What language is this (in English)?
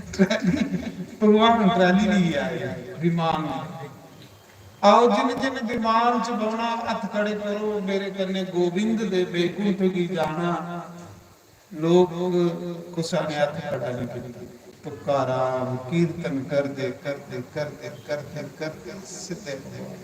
Dogri